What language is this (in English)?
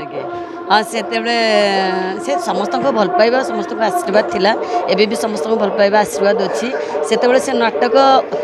Odia